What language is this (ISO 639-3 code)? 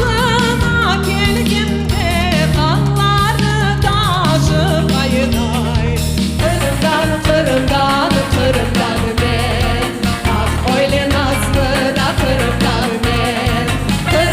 crh